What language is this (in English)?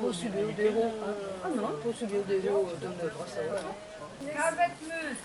Breton